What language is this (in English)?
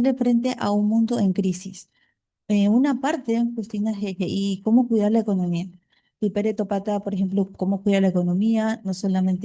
Guarani